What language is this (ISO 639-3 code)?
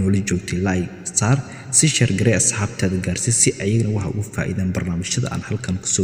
som